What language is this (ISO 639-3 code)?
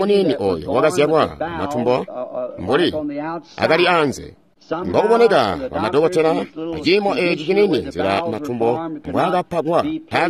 toi